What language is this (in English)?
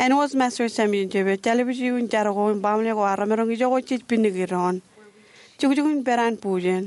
Marshallese